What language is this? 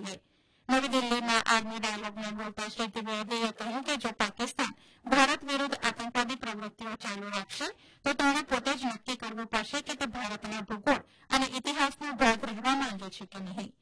Gujarati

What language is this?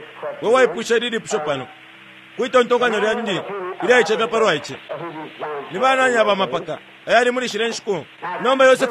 Bemba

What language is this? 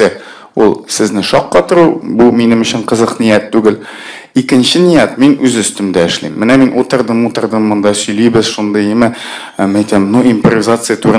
Tatar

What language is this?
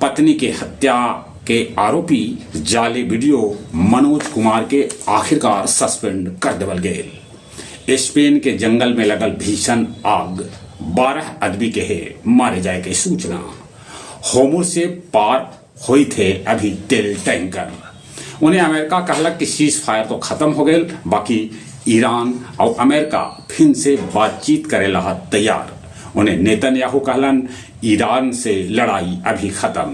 Magahi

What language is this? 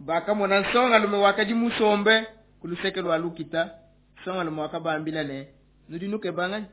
Luba-Lulua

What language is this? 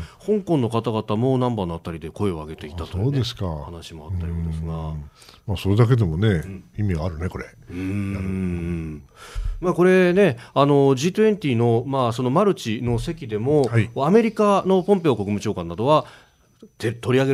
Japanese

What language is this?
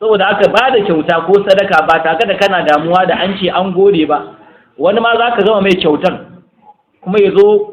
Hausa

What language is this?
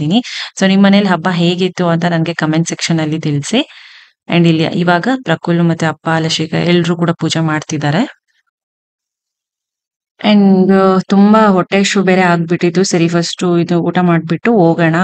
Kannada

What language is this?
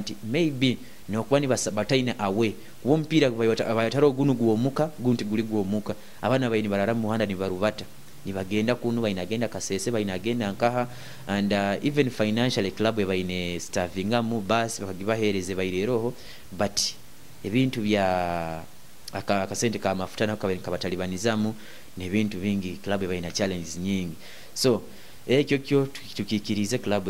Nyoro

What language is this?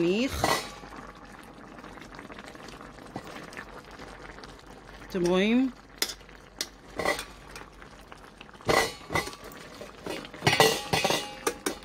Hebrew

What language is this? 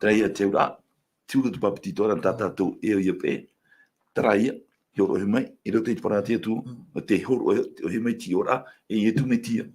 Tahitian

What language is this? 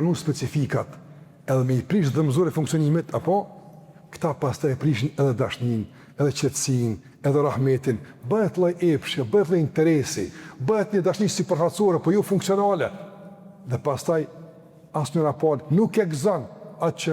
Albanian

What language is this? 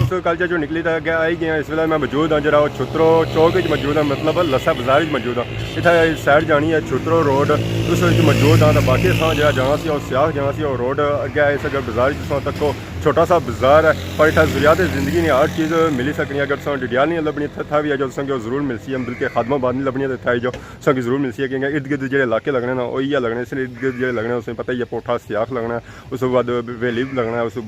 Pahari-Potwari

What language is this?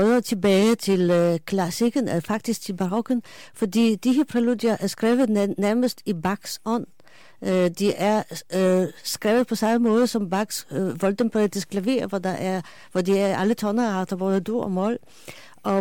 Danish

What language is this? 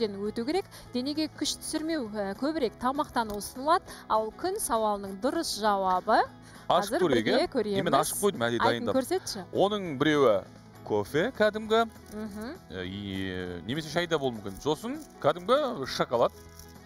Kazakh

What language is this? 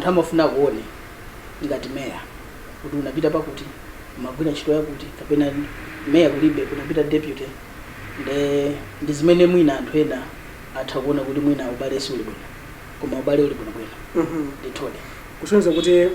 Nyanja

